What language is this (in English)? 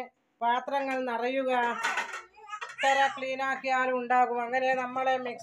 Malayalam